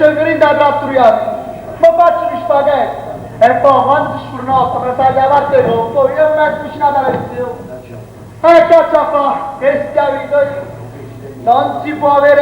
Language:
Neapolitan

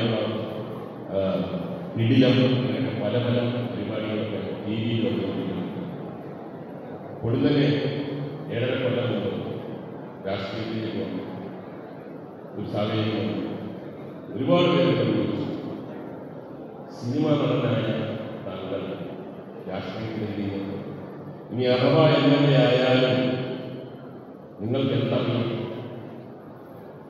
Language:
Malayalam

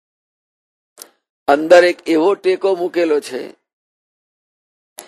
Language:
Gujarati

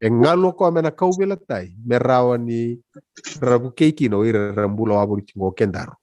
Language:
Fijian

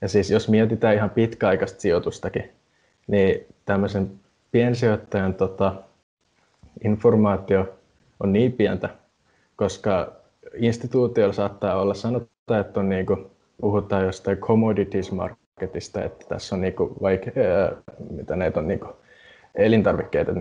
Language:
Finnish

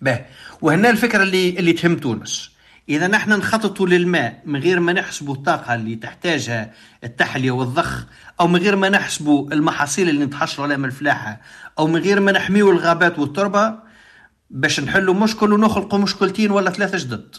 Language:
Tunisian Arabic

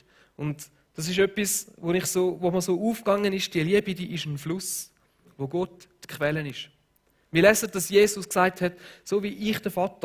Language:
Swiss German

